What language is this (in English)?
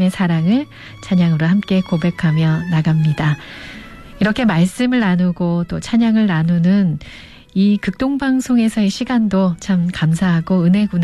Korean